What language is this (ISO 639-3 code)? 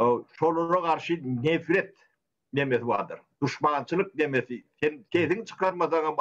tuk